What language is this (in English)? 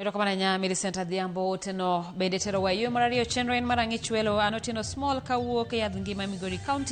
Luo (Kenya and Tanzania)